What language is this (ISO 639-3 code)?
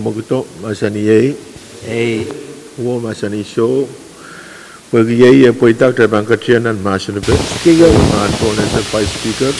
pon